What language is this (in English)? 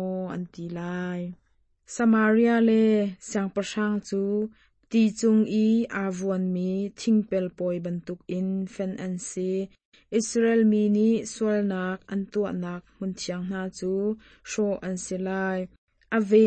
Hakha Chin